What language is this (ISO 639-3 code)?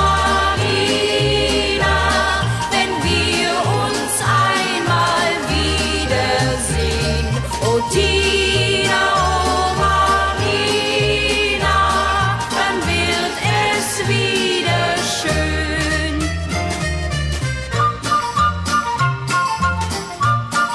deu